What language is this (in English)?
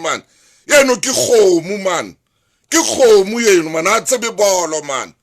Southern Sotho